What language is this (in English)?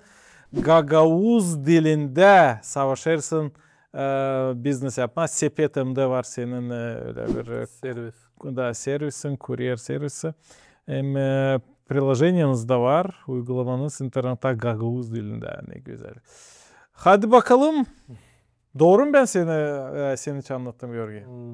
Gagauz